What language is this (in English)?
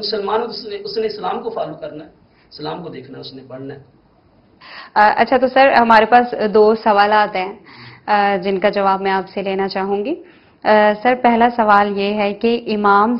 Urdu